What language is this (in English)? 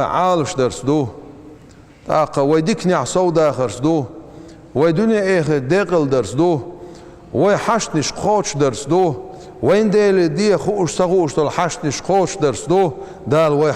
Chechen